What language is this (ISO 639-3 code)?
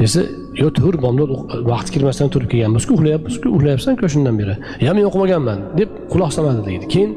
uzb